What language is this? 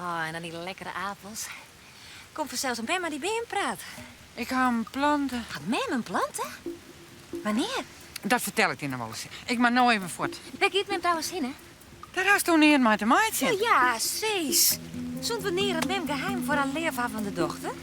Western Frisian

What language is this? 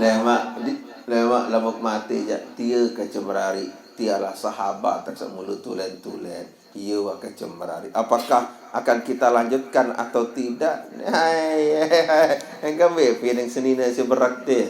Sasak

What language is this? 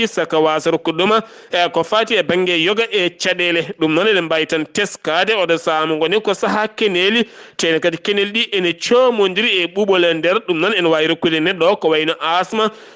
Fula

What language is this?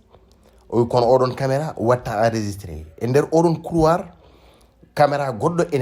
Fula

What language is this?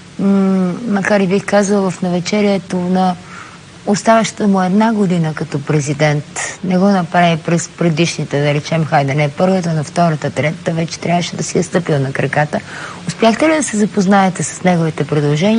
Bulgarian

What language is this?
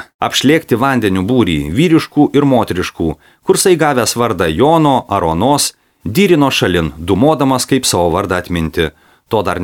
Lithuanian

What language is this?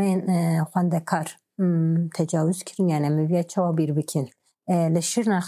Kurdish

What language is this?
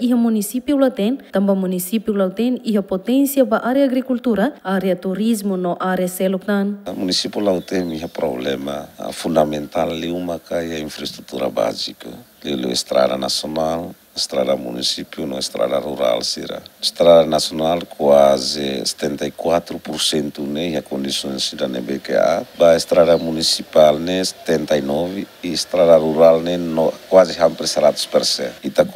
Tetum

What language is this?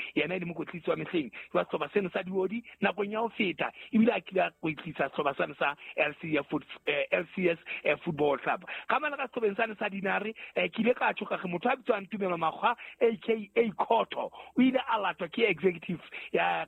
Southern Sotho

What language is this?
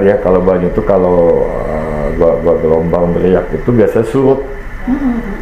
Banjar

